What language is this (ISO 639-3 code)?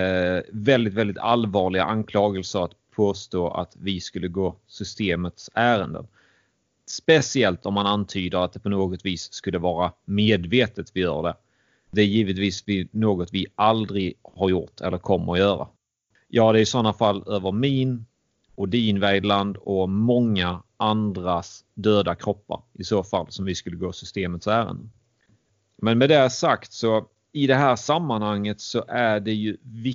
swe